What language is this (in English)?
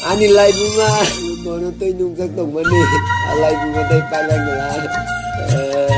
Kok Borok